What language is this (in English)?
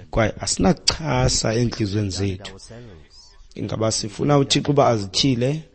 Xhosa